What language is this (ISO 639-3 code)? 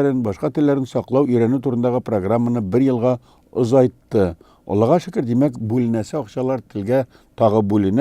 tat